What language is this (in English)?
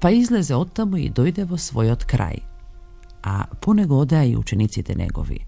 Macedonian